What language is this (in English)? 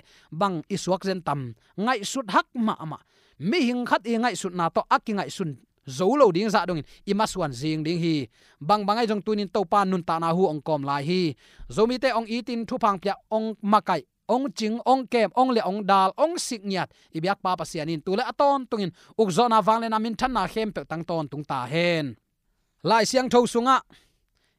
Tedim Chin